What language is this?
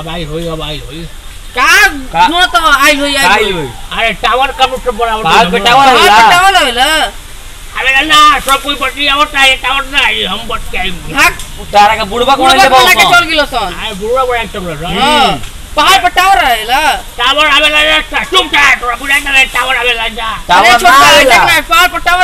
Bhojpuri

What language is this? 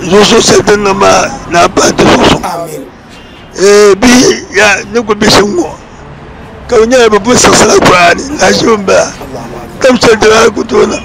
Dagbani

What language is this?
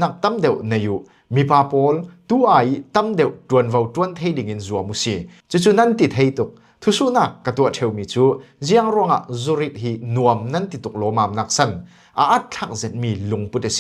Falam Chin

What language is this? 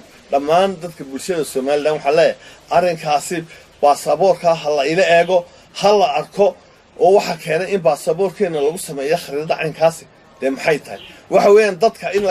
Somali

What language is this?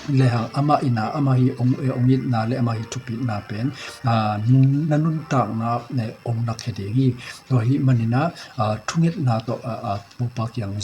Tedim Chin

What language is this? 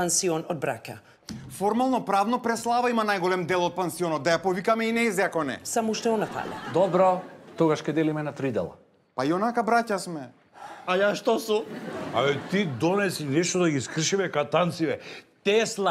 Macedonian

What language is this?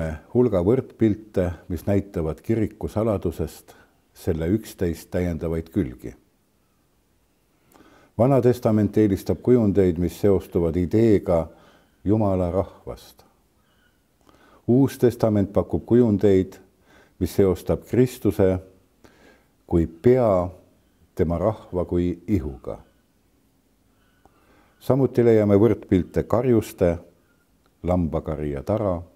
Estonian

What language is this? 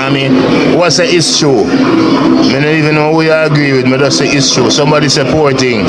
Jamaican Creole English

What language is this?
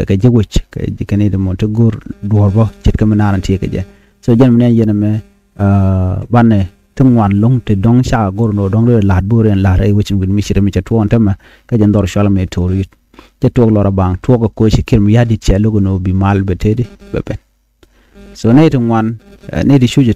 Nuer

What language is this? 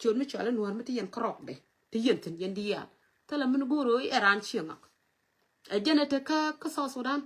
Nuer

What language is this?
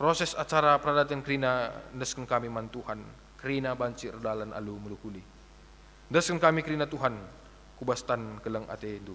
Batak Karo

